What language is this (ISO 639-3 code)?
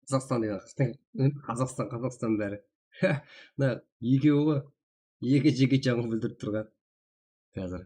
kaa